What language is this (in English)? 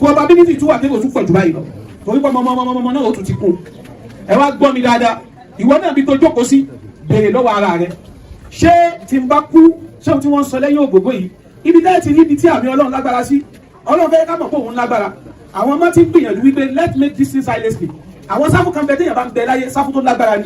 Yoruba